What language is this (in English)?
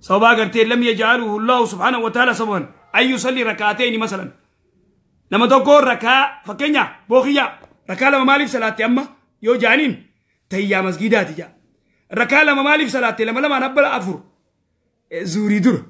Oromo